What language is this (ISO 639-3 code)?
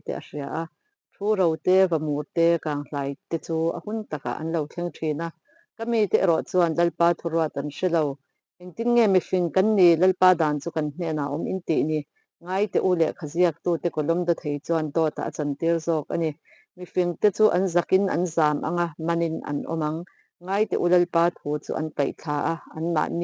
lus